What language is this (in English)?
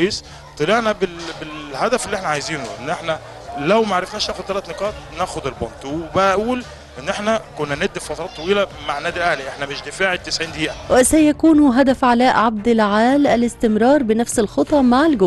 Egyptian Arabic